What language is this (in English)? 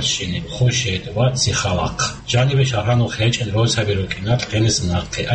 Avaric